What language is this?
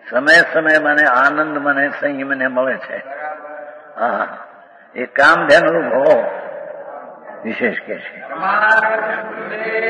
Gujarati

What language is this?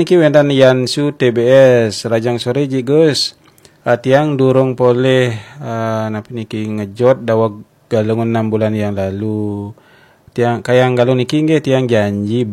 Balinese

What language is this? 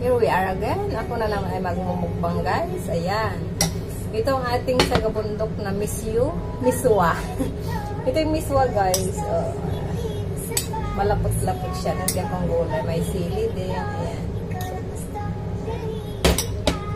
Filipino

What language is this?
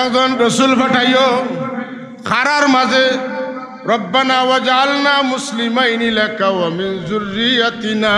Sylheti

